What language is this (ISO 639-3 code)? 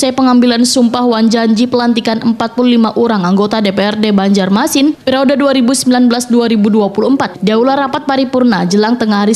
bjn